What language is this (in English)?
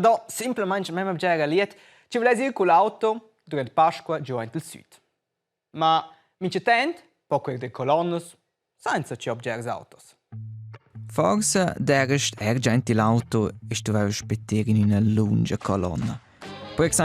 Romansh